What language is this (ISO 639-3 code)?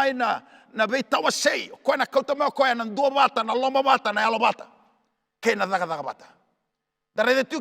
fij